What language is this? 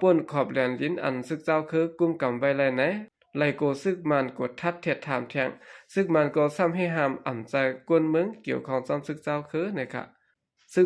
Shan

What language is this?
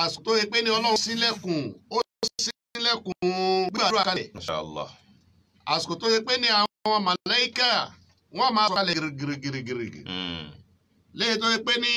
Yoruba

